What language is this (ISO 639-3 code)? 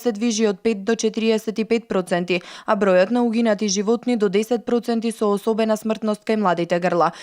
mkd